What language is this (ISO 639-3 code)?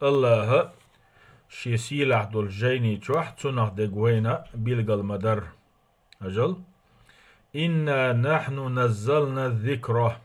che